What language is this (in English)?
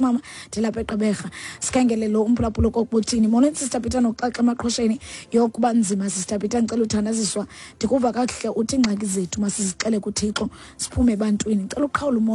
Xhosa